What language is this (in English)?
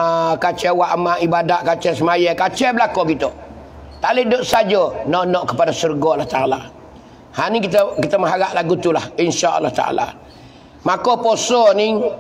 Pattani Malay